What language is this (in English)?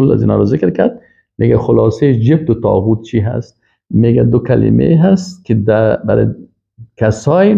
Persian